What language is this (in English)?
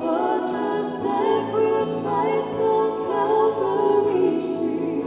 Tongan